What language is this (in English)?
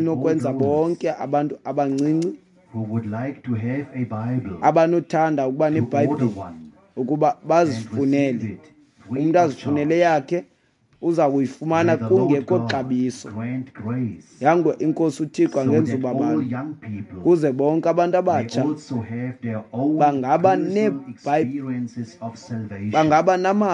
Xhosa